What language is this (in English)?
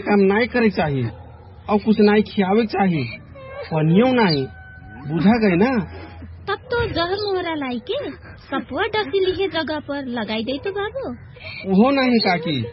Bhojpuri